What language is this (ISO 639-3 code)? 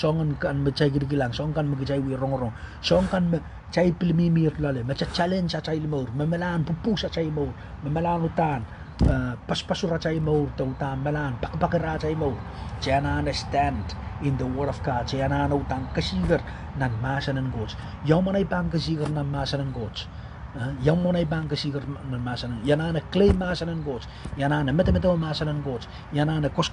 pon